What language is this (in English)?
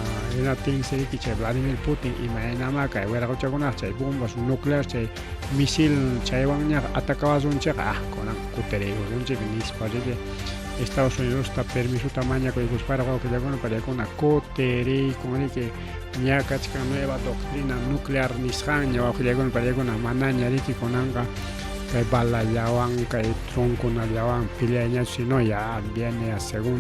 Ayacucho Quechua